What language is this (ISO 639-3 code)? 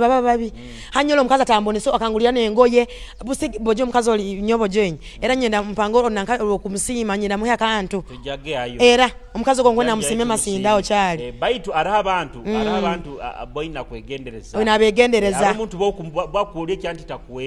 nyo